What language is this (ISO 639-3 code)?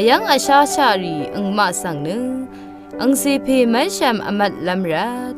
raw